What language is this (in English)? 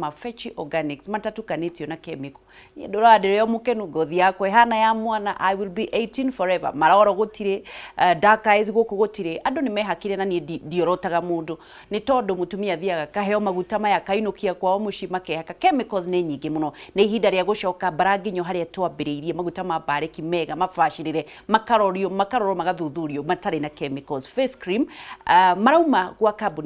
Kikuyu